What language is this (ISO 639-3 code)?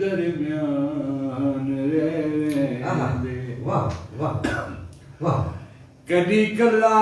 skr